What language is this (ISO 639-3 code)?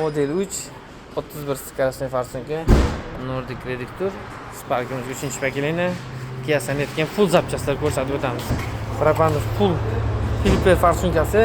uzb